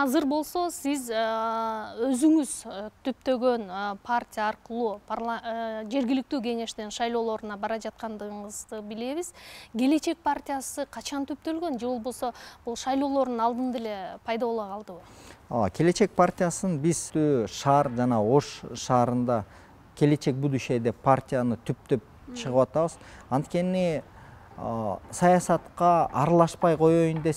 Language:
Kyrgyz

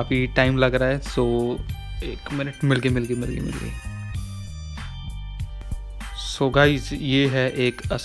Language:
Hindi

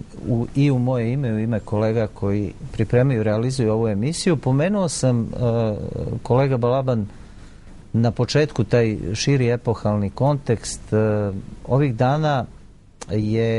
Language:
Serbian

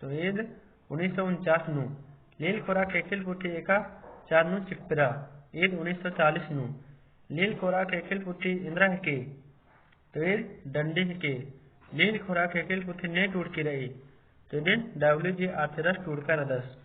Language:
Kurukh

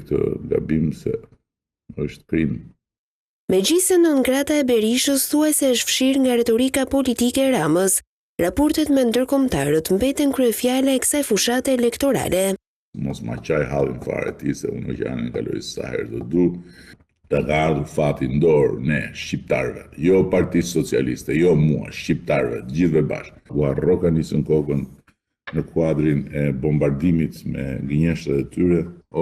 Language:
Albanian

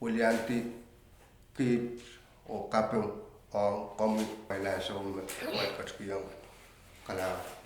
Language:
Pohnpeian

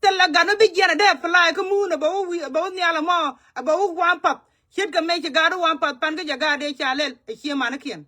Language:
Nuer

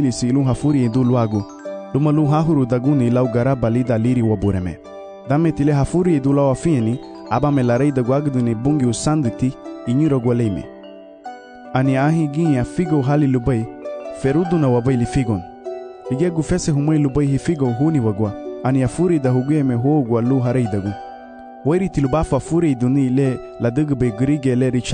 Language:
Garifuna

